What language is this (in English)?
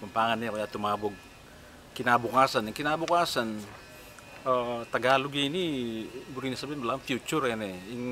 Pampanga